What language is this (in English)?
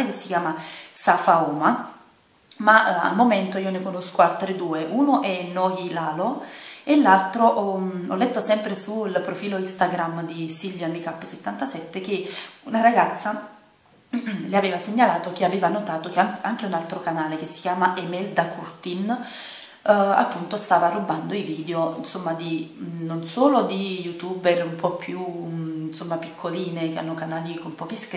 Italian